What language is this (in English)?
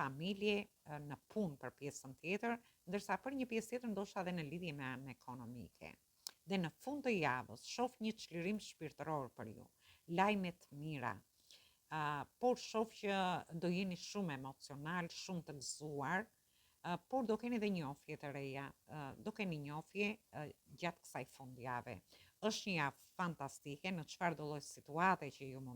Albanian